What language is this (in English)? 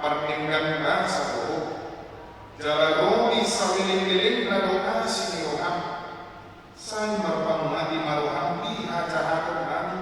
Batak Toba